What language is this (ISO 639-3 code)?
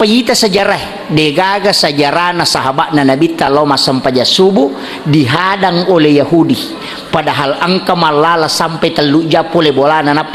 bug